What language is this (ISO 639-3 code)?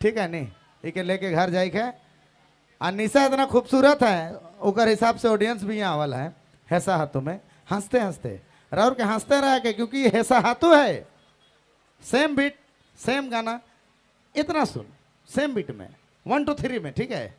sck